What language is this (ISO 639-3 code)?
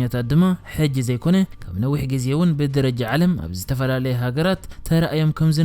tir